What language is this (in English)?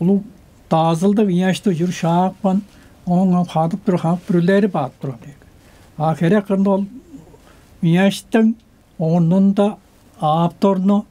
Tuvinian